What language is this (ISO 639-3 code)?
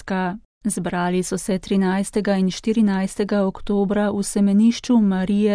slv